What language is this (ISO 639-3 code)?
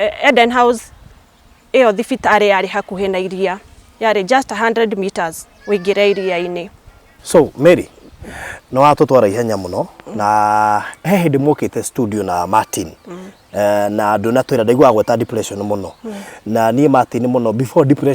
kik